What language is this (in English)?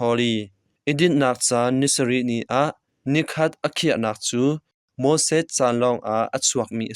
Hakha Chin